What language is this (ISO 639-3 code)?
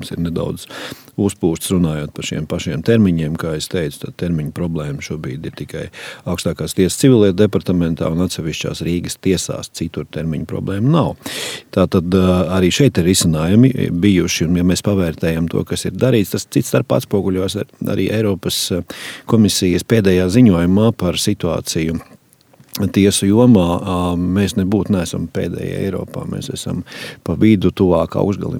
lav